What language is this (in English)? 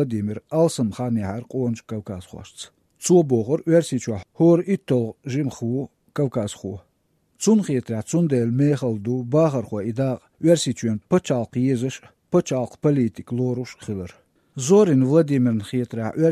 Chechen